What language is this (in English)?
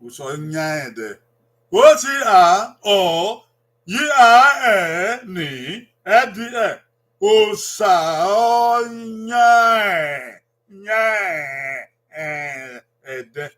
Bini